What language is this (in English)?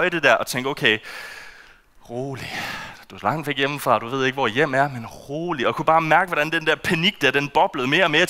Danish